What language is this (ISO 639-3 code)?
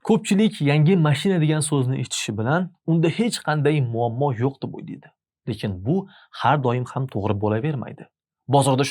uzb